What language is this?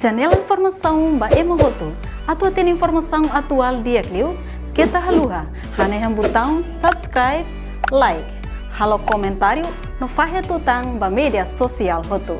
Tetum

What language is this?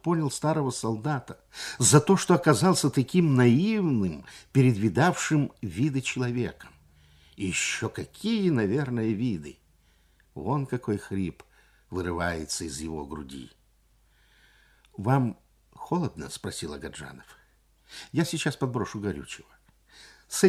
Russian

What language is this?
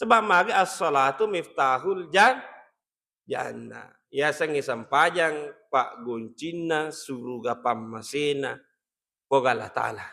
Buginese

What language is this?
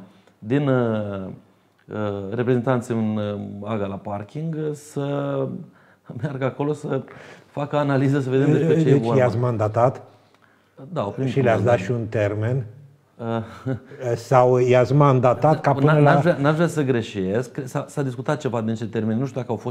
Romanian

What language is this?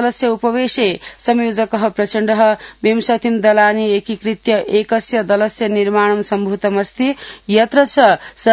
Sanskrit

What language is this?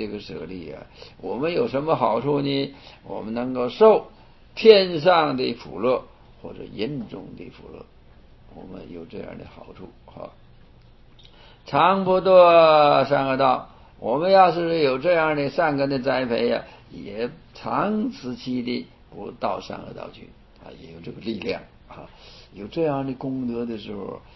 Chinese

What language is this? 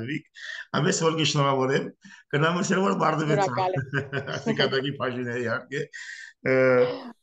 Armenian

